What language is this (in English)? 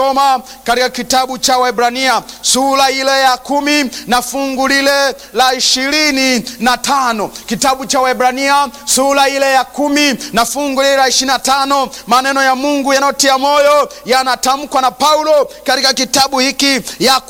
Swahili